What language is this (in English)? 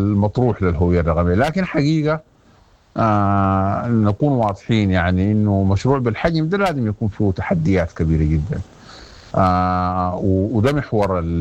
Sudanese Arabic